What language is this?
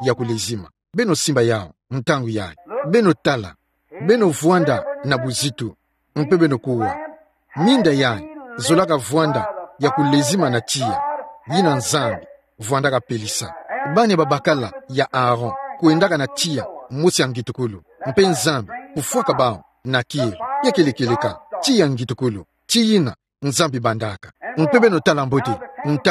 Kituba (Democratic Republic of Congo)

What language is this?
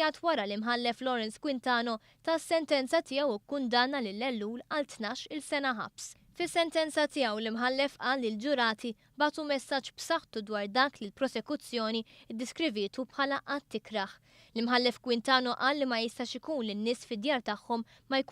Maltese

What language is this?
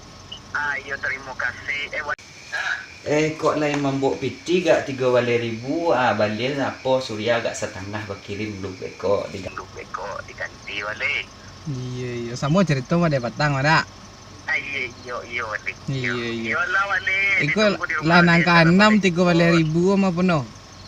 Minangkabau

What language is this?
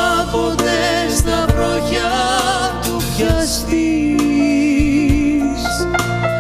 Greek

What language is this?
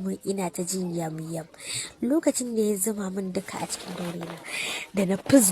Hausa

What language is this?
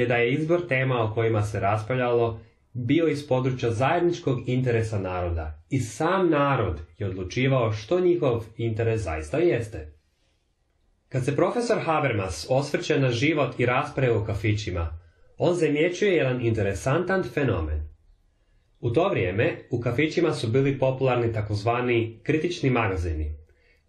Croatian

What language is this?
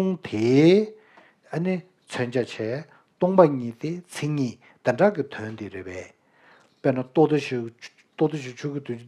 Tibetan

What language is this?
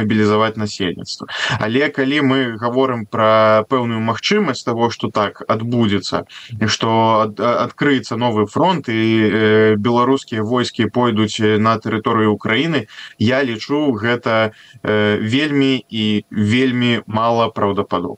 Belarusian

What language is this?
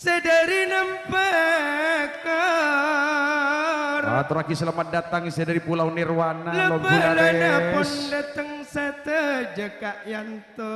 Madurese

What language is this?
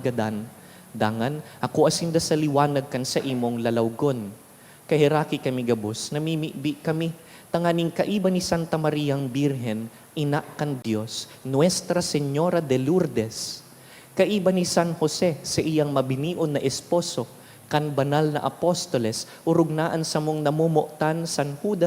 Bikol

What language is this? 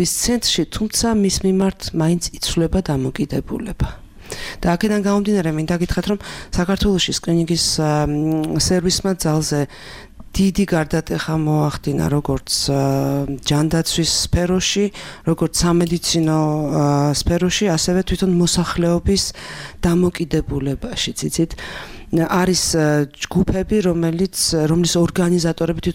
Georgian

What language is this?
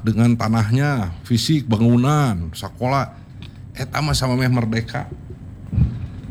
Indonesian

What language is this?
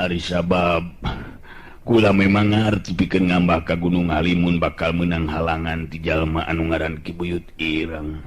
Sundanese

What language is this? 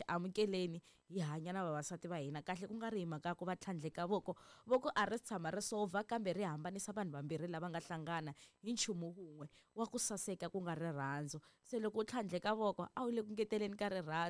Tsonga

